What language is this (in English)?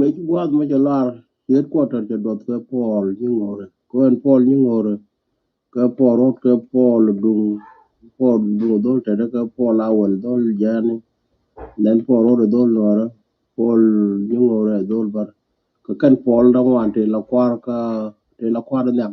Nuer